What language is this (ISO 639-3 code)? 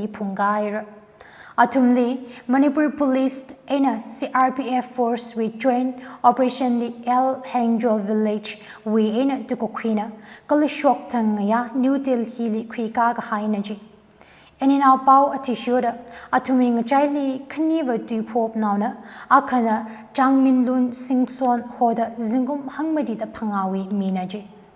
nmf